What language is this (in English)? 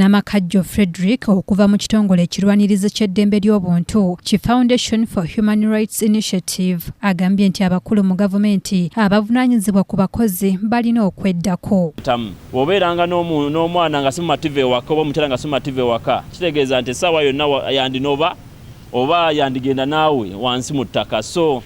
Ganda